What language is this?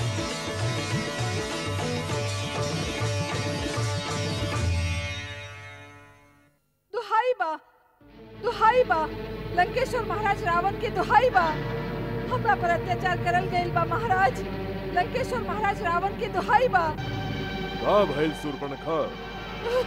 Bhojpuri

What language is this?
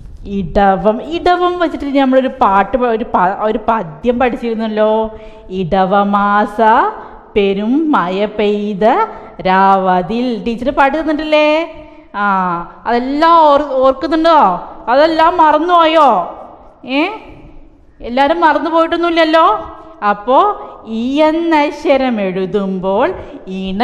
Malayalam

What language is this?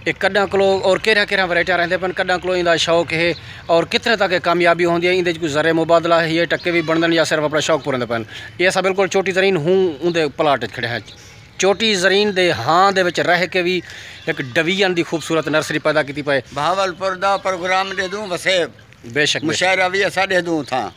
Saraiki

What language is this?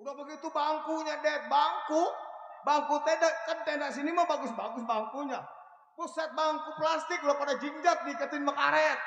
Betawi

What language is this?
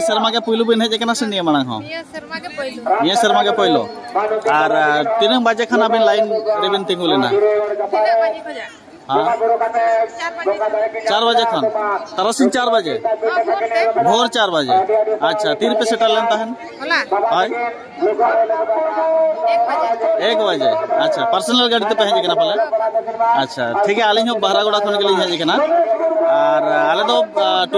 Santali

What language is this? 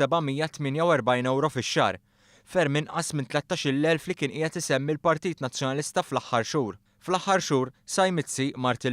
Maltese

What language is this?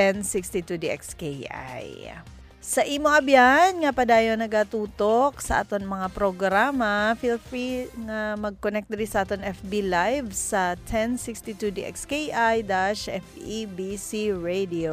Hiligaynon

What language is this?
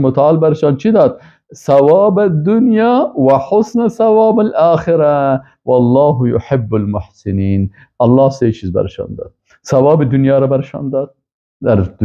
Persian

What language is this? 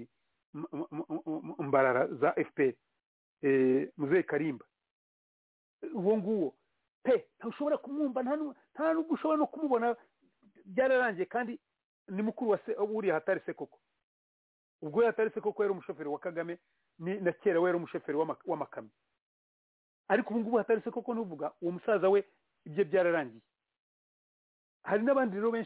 Kinyarwanda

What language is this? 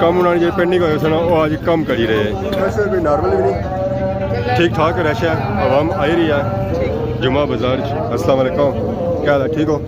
Pahari-Potwari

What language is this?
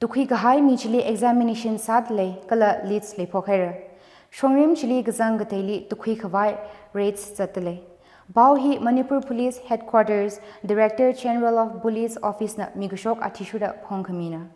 Tangkhul Naga (India)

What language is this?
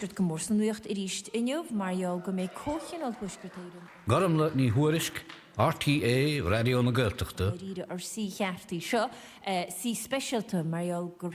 Irish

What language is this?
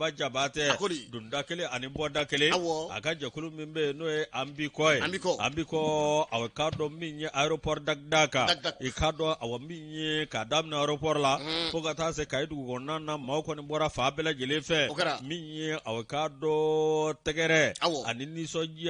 Bambara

